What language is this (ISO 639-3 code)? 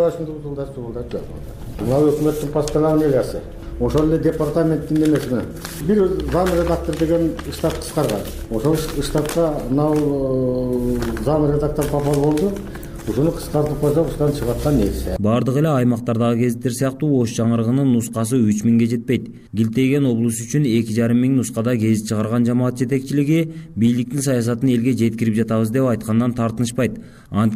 kir